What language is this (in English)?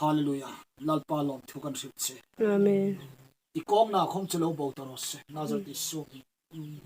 Hmar